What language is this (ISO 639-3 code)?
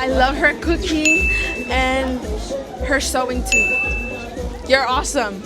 smo